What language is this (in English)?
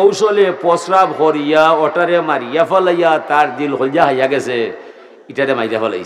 Sylheti